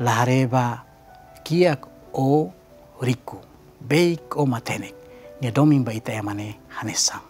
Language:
Tetum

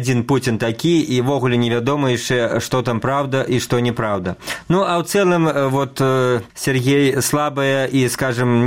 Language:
Belarusian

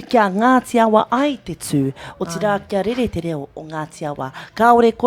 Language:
Māori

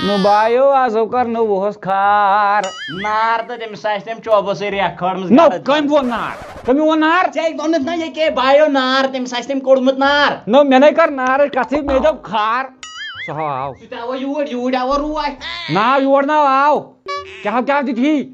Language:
Kashmiri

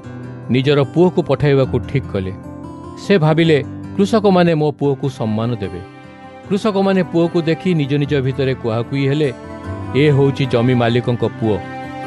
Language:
Odia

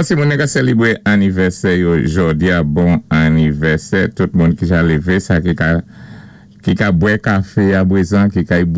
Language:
Saint Lucian Creole French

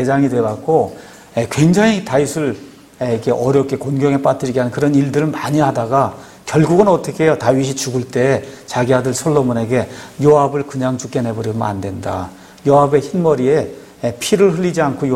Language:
Korean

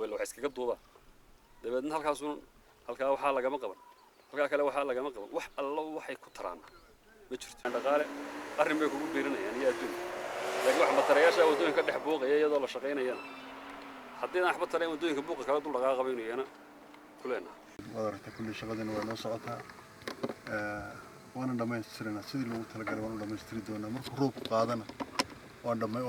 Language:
Somali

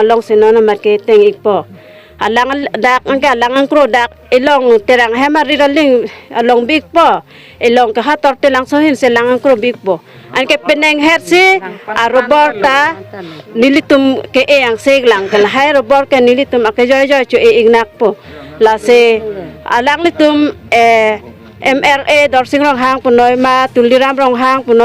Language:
Karbi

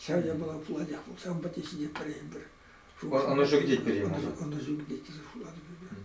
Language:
Chuvash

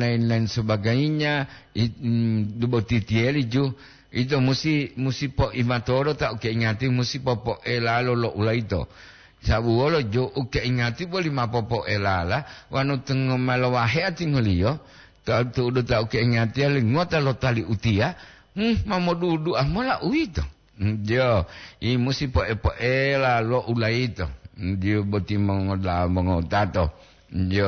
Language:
Gorontalo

